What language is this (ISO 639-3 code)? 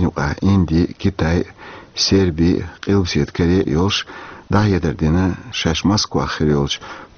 che